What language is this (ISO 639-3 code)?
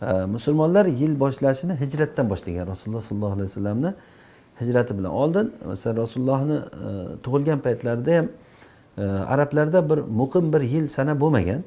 uzb